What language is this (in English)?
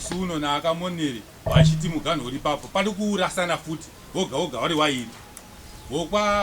Shona